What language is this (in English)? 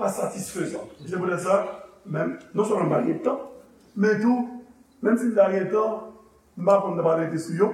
Haitian Creole